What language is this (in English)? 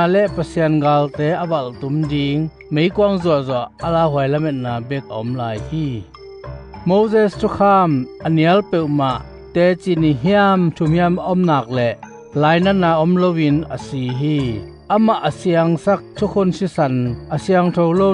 Tedim Chin